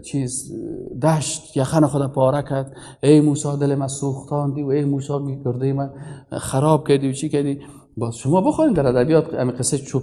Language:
Persian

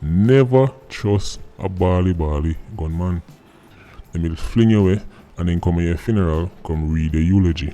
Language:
Jamaican Creole English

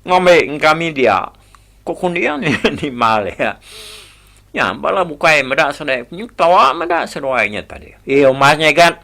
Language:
Iban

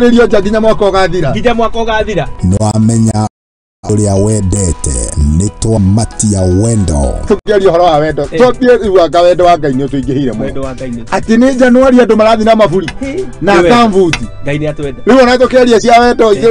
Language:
Kikuyu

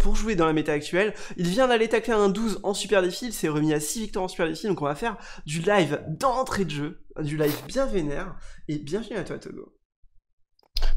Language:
French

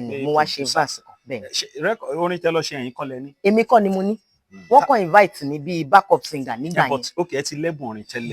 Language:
Yoruba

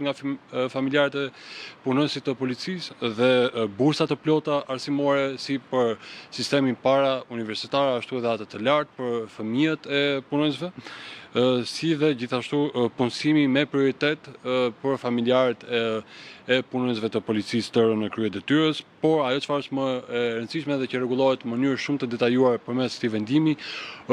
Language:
Albanian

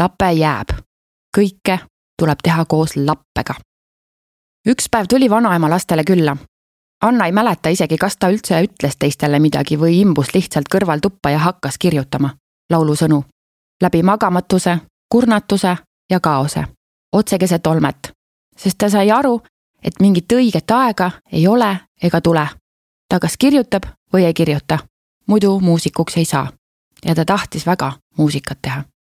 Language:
Estonian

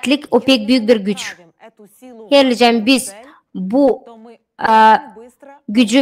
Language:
Gagauz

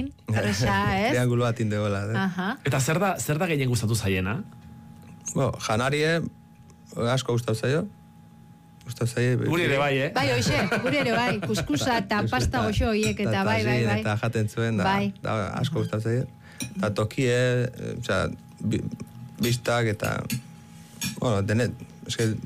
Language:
Basque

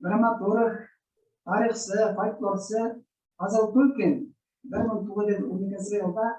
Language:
Bashkir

